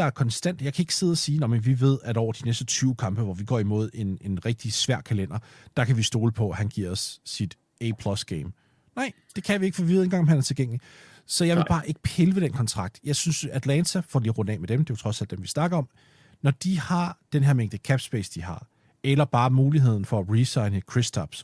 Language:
Danish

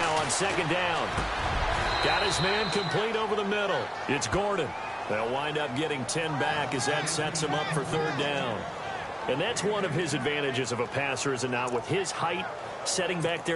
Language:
English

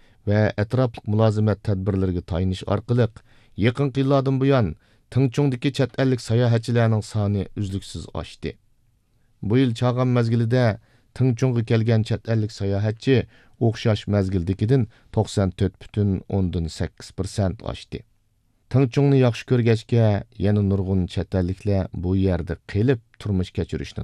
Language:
Uyghur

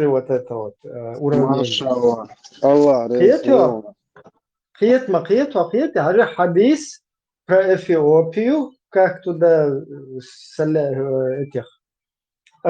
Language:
Chechen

